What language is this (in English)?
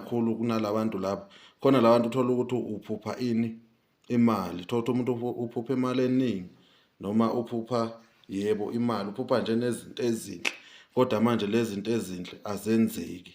Zulu